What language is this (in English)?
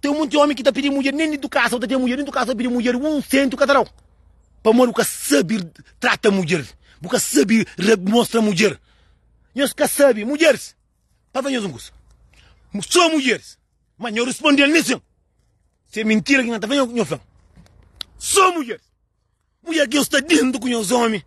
Kabuverdianu